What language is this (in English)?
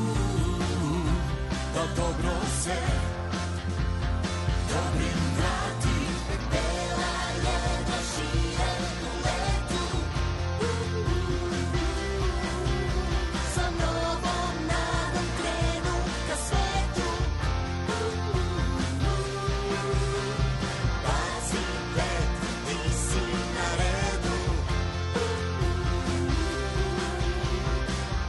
Serbian